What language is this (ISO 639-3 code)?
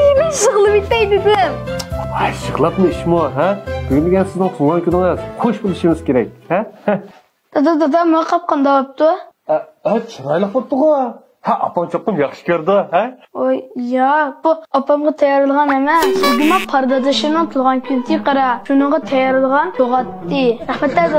uig